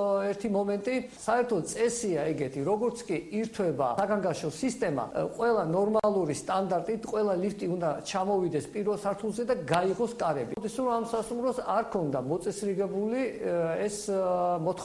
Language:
Georgian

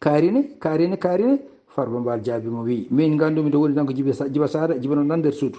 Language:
Fula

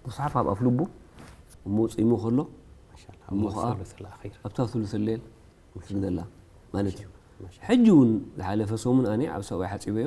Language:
Tigrinya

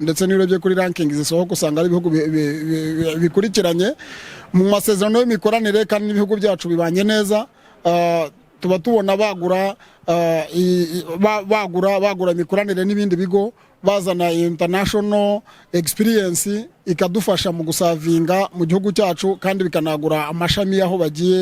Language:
Kinyarwanda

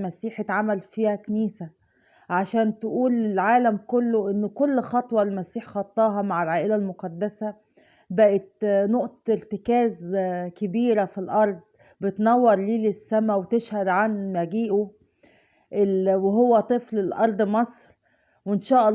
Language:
Egyptian Arabic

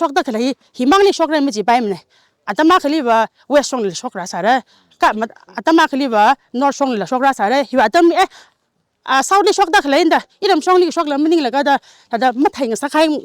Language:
Tangkhul Naga (India)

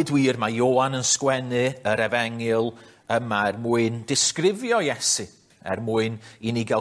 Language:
Welsh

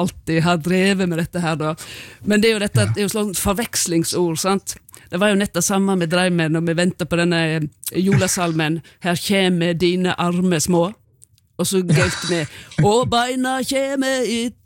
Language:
Norwegian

